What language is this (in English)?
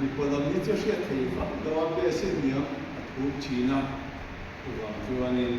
Mizo